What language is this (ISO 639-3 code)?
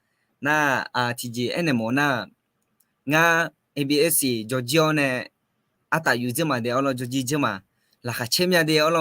ahk